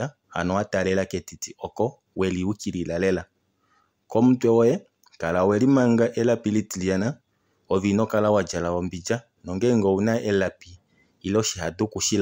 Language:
Kuanyama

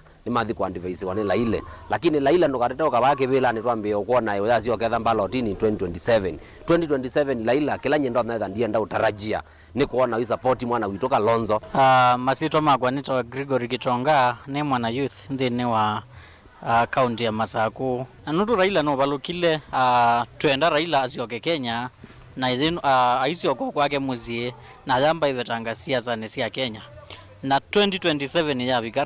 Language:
Kamba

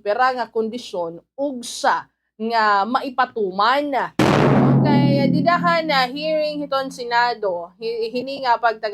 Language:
Waray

